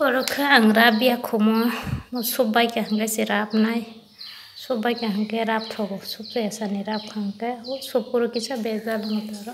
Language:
Kok Borok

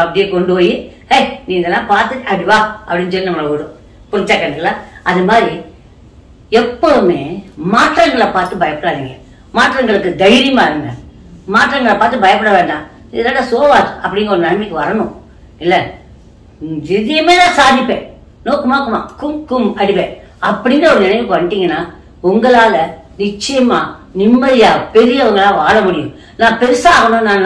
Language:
Tamil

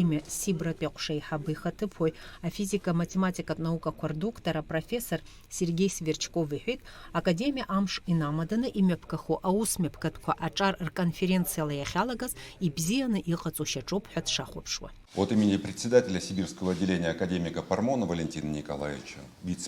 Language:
Abkhazian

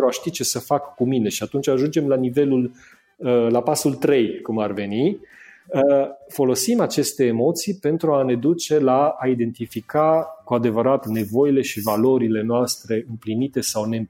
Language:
Romanian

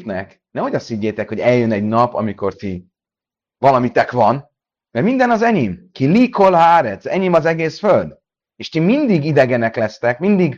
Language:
Hungarian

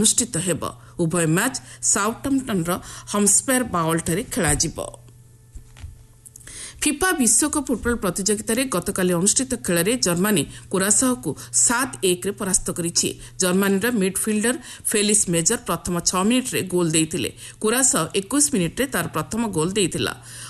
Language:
Odia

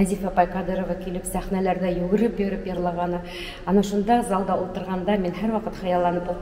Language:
Bashkir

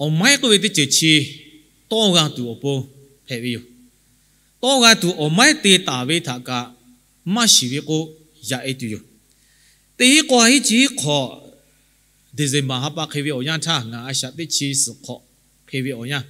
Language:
Lahu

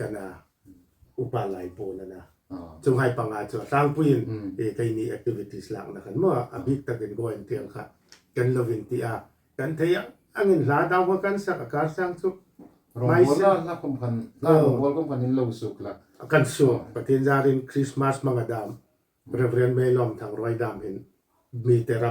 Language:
Hmar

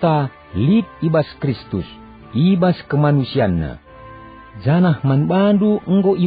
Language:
Batak Karo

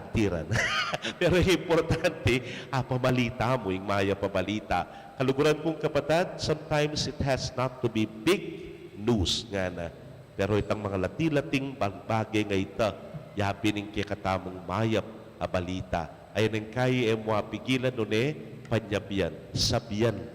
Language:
Pampanga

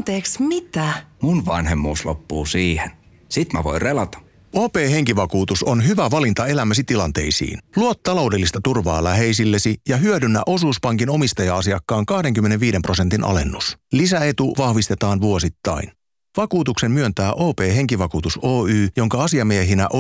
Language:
Finnish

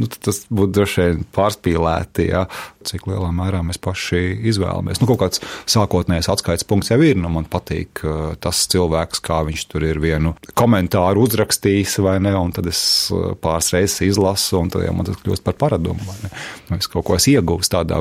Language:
Latvian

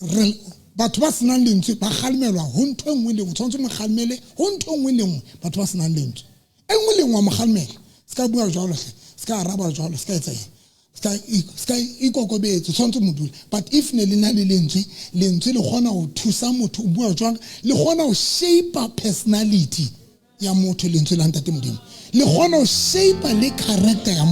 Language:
Southern Sotho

